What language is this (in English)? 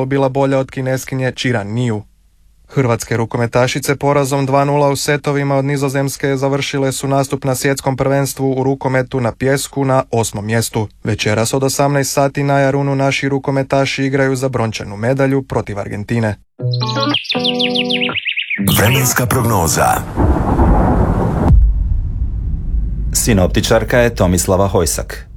Croatian